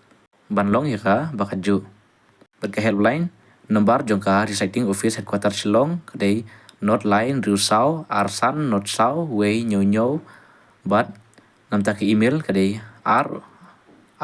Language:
Khasi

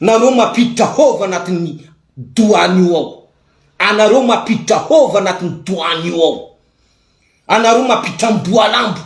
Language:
Malagasy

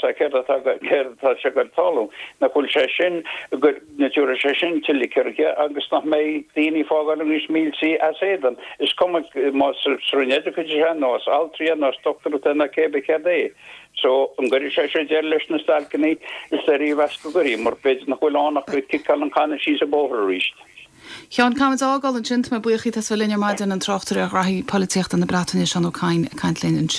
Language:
Irish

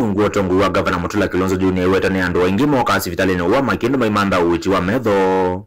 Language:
Kamba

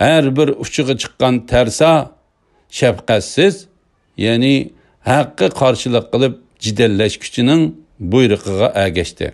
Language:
Uyghur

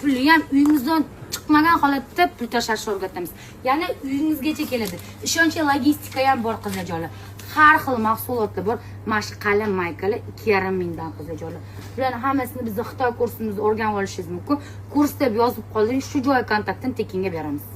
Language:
Uzbek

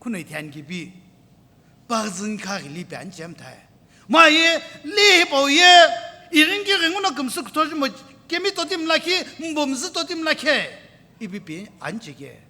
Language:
Sumi Naga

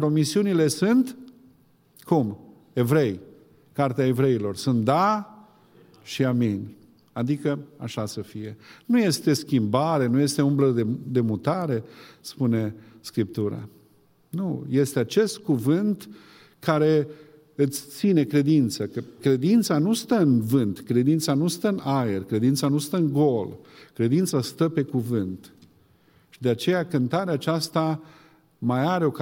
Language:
Romanian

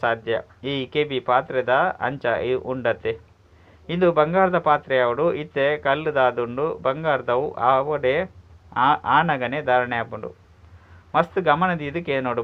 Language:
Tulu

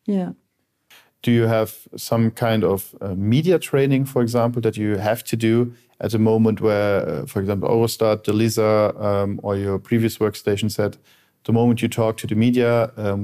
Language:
Luxembourgish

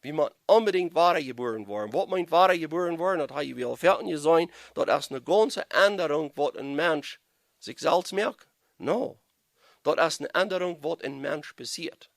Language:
Plautdietsch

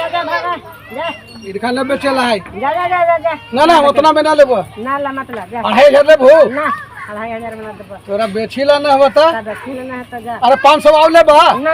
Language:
Magahi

